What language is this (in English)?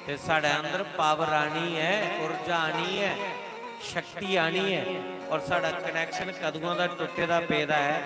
Dogri